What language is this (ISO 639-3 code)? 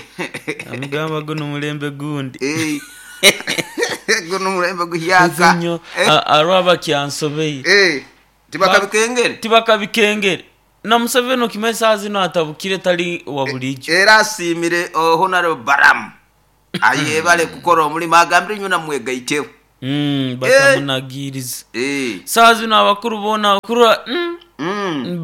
nyo